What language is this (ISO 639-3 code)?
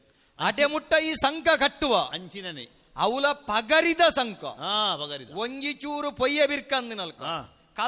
tcy